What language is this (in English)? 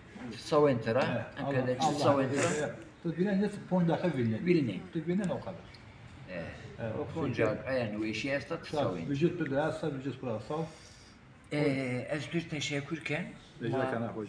Zaza